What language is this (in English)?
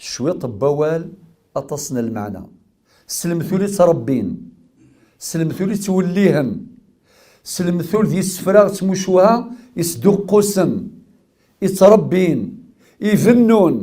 Kabyle